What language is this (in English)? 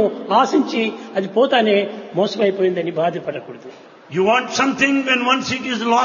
Telugu